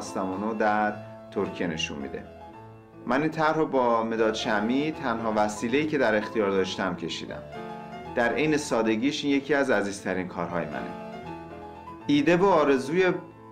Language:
Persian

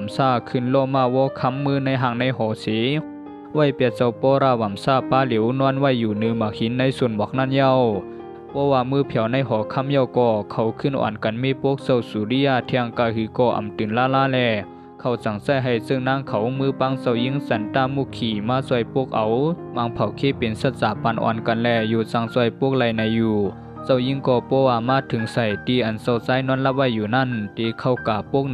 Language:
Shan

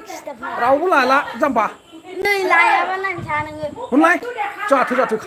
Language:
Bodo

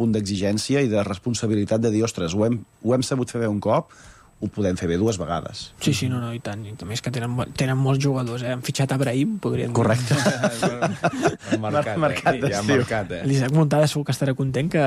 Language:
Catalan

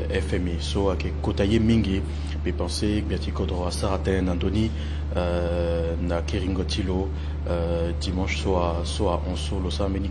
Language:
Sango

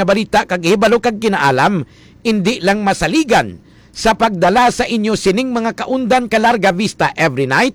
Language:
Hiligaynon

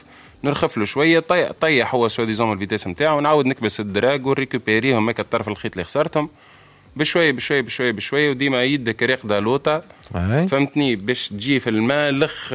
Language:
Tunisian Arabic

